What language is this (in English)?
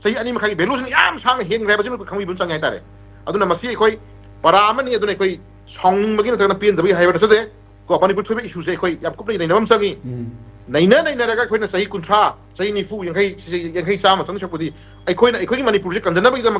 Manipuri